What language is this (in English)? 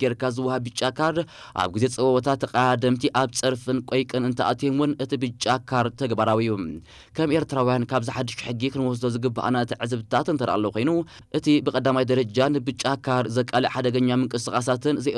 Tigrinya